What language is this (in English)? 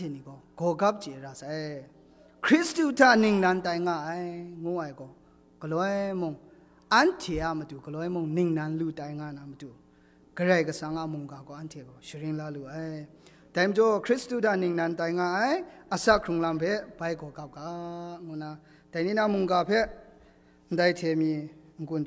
Kachin